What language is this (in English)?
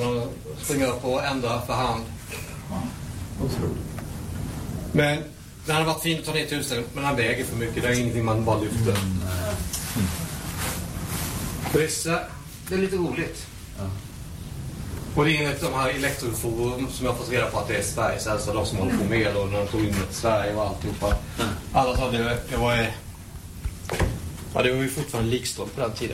Swedish